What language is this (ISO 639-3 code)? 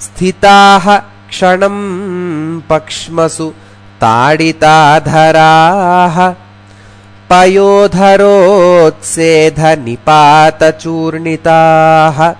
san